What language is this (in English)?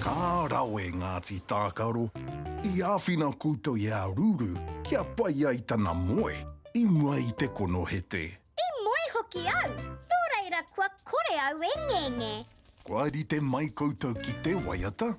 Māori